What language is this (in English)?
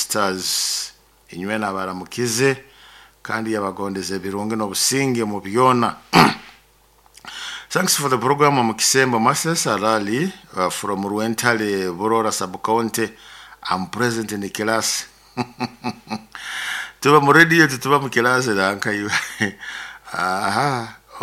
Nyoro